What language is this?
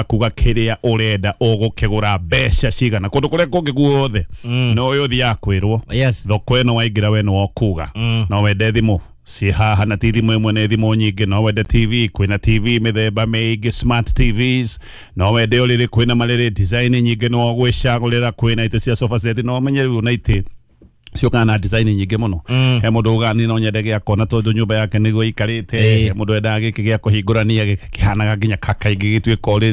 Kikuyu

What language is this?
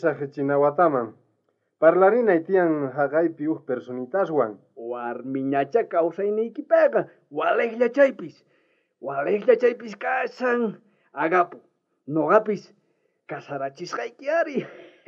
South Bolivian Quechua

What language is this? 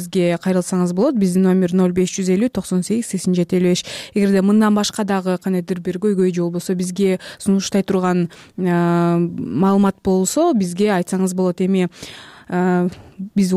Kyrgyz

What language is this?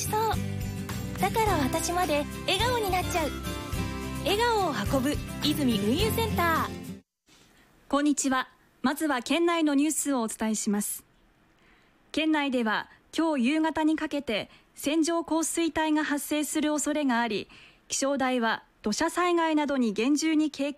Japanese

